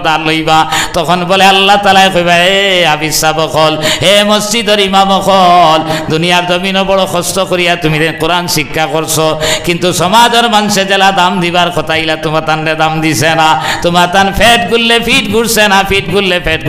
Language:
Sylheti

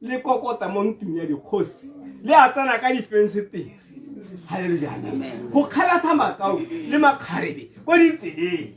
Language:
Tswana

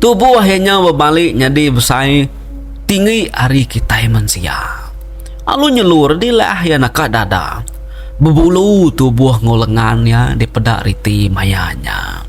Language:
Iban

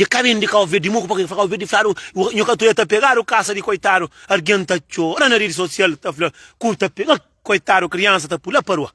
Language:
Kabuverdianu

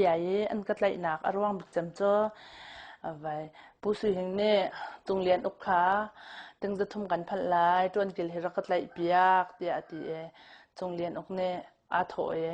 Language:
Hakha Chin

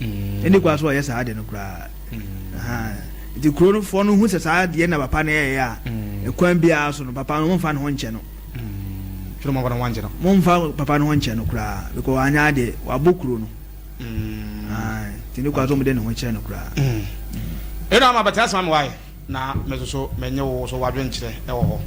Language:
Akan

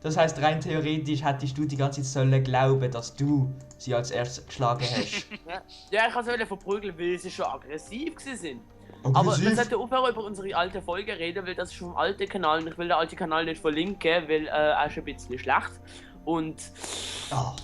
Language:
Swiss German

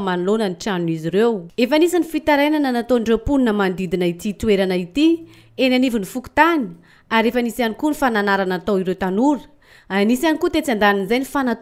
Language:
Malagasy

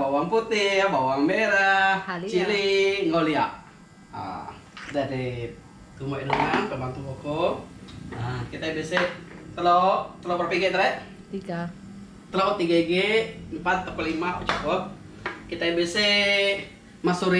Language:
Iban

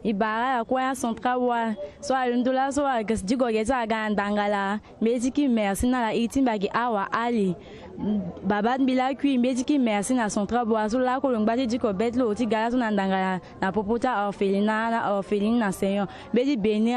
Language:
Sango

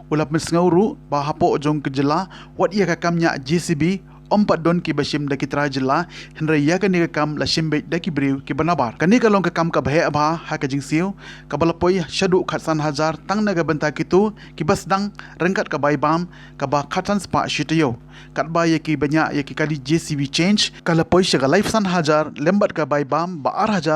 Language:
Khasi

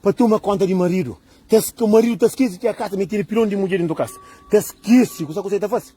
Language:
Kabuverdianu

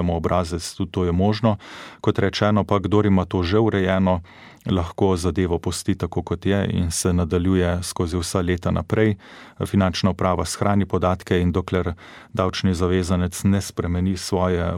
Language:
Slovenian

